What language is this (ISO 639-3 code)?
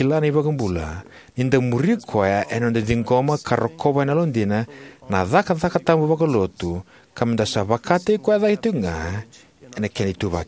fij